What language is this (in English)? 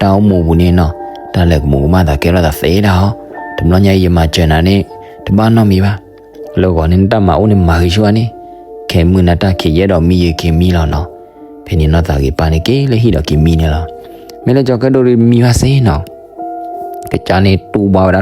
S'gaw Karen